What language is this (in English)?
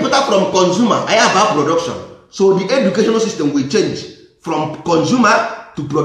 Igbo